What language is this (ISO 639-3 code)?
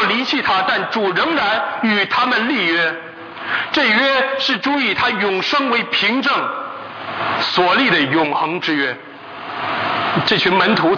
zho